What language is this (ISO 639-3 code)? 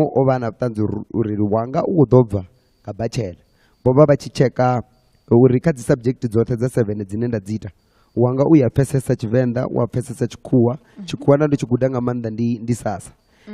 ven